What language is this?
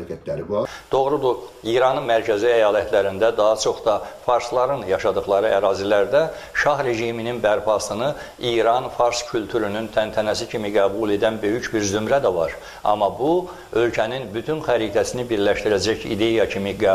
South Azerbaijani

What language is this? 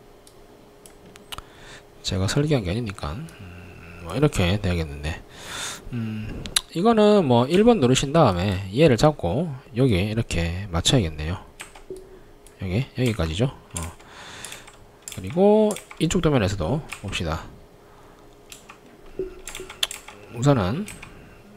Korean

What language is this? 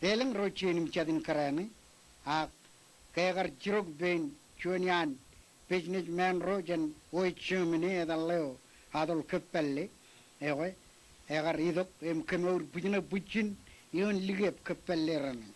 Marshallese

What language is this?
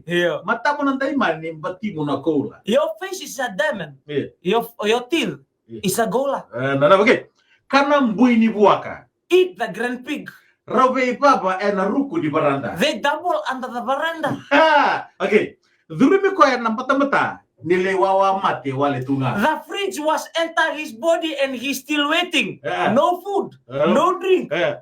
Fijian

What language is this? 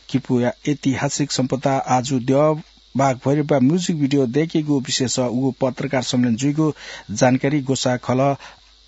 Newari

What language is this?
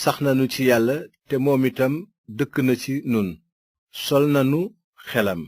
Wolof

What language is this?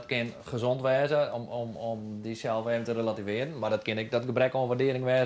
Western Frisian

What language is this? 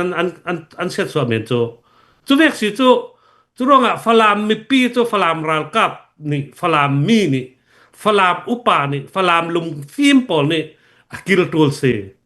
Hakha Chin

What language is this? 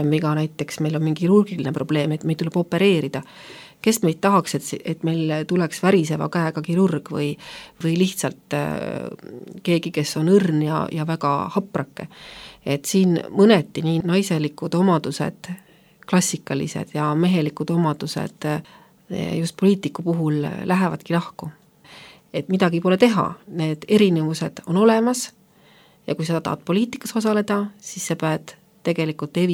Estonian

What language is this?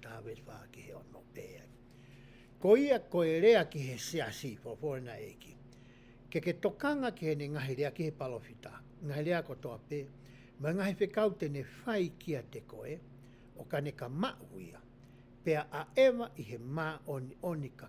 Tongan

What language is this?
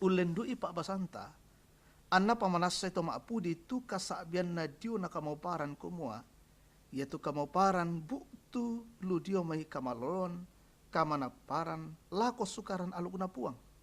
Toraja-Sa'dan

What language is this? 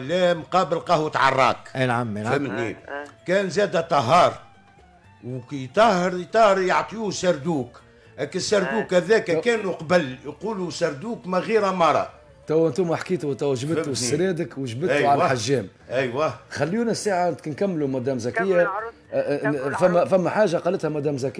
Tunisian Arabic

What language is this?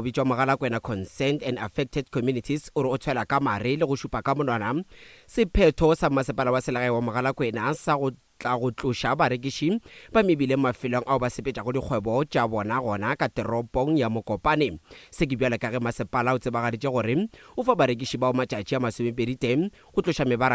Northern Sotho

